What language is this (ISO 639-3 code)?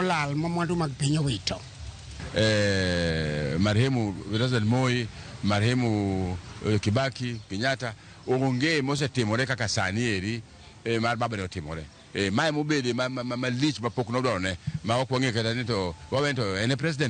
luo